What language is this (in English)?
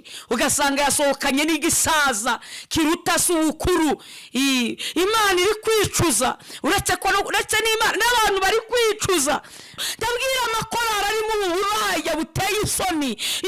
Kinyarwanda